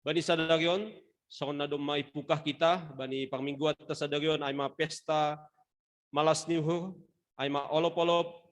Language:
Batak Simalungun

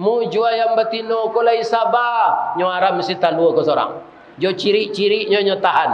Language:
Minangkabau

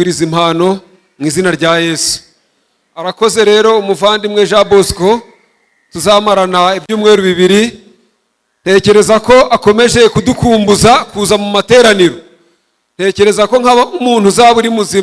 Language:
Kinyarwanda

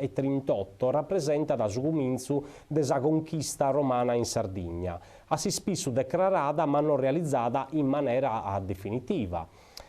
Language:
Sardinian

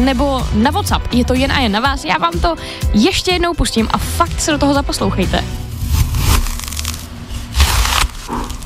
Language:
Czech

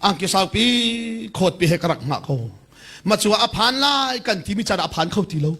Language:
Hakha Chin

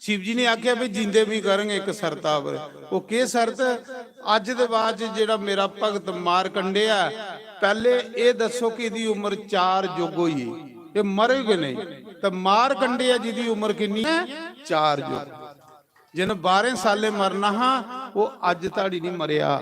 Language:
Dogri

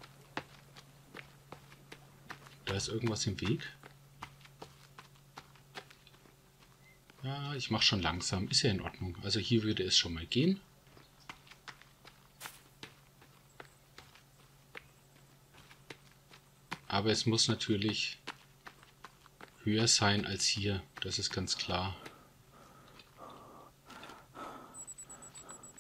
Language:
German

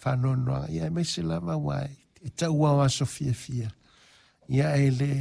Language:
Samoan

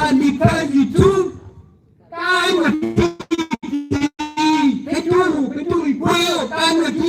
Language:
Acoli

